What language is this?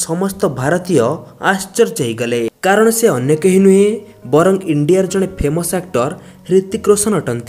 Odia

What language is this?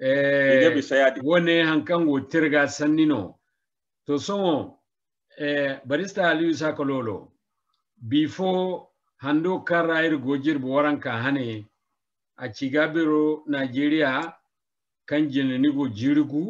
Zarma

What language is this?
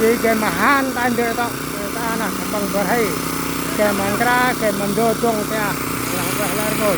Central Mnong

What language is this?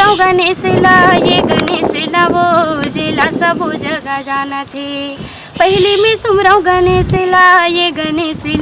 Chhattisgarhi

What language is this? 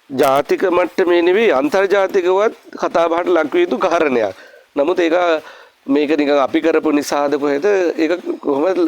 Sinhala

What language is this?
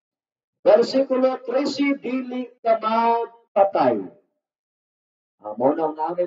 Cebuano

